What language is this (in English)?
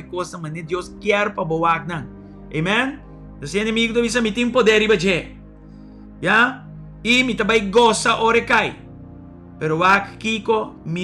Papiamento